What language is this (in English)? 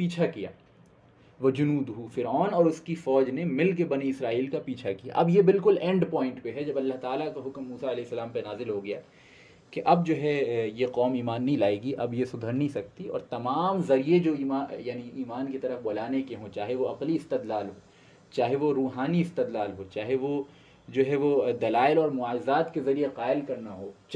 Urdu